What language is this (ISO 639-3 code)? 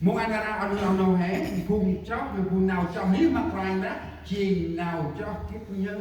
cmo